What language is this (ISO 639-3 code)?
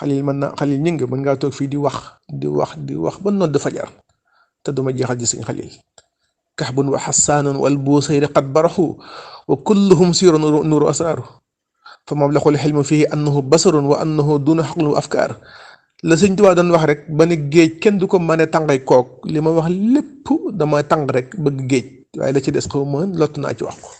wol